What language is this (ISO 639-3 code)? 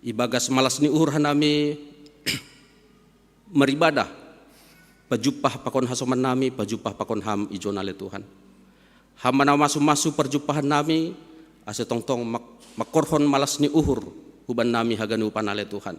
bts